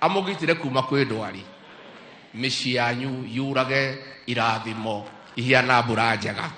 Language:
Kikuyu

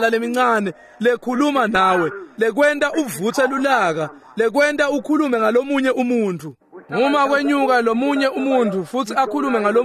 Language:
Swati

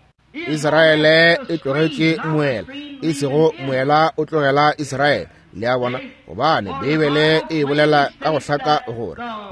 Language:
Northern Sotho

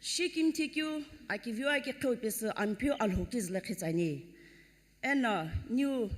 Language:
Sumi Naga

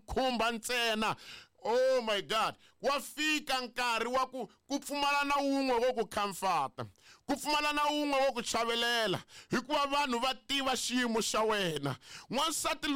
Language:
Tsonga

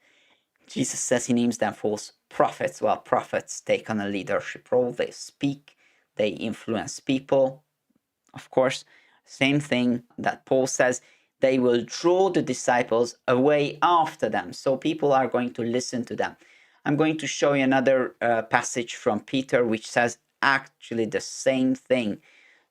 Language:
English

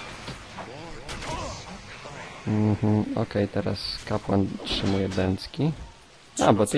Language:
Polish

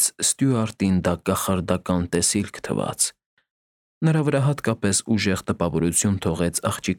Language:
Armenian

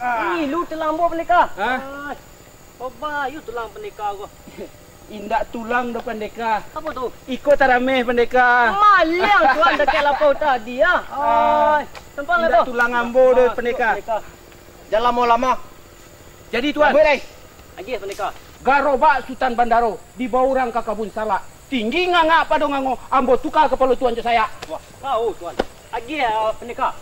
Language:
Minangkabau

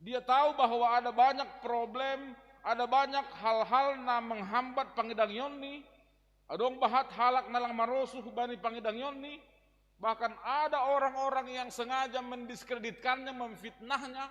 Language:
Batak Simalungun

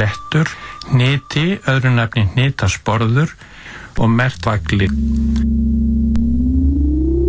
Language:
Icelandic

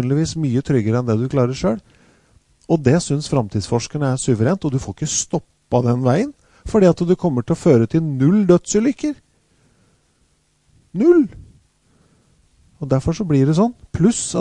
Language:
Norwegian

